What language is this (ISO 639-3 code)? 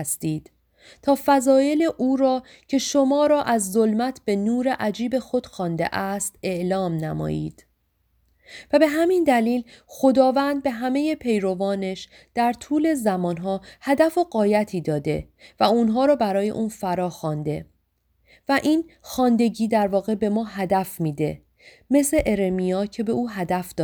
fas